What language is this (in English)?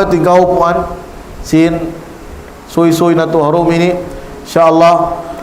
Tausug